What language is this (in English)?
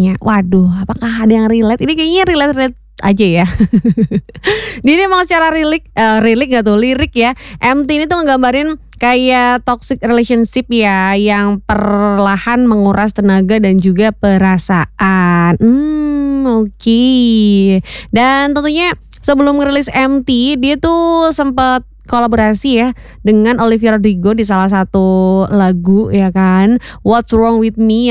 Indonesian